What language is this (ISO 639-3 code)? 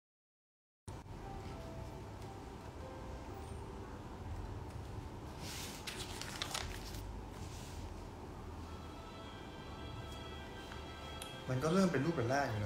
tha